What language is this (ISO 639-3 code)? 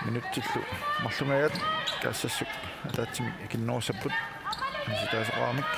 kal